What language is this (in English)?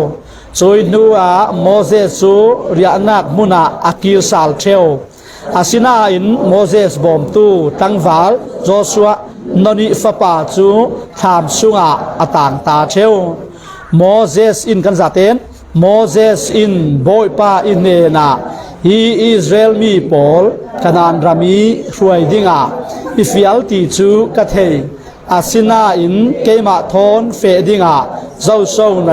Falam Chin